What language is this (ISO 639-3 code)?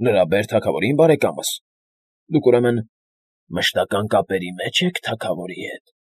hye